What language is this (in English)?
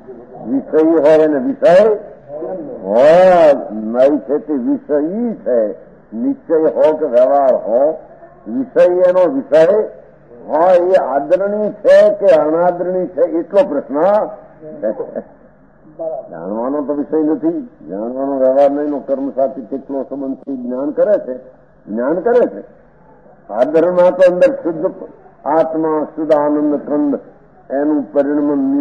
Gujarati